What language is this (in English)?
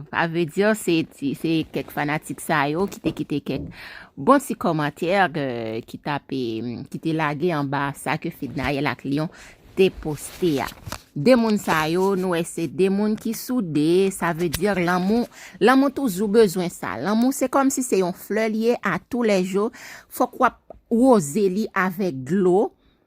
Haitian Creole